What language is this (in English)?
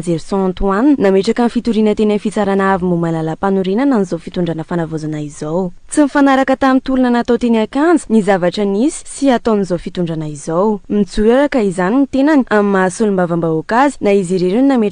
Malagasy